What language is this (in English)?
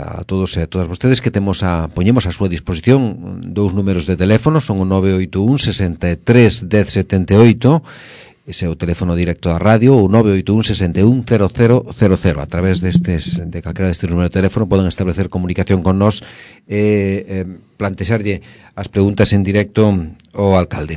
Galician